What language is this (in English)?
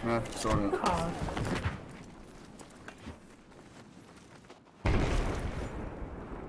Estonian